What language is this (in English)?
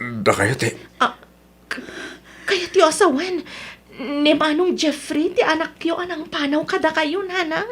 Iloko